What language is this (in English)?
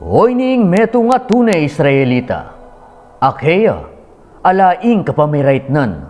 Pampanga